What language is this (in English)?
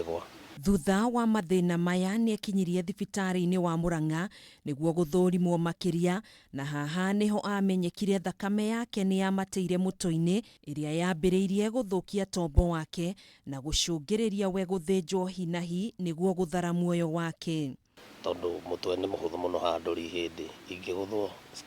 Kikuyu